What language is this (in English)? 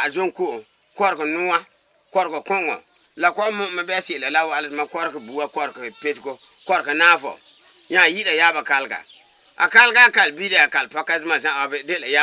Frafra